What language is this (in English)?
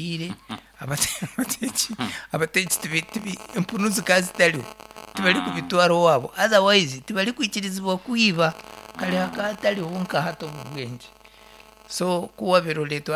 Nyankole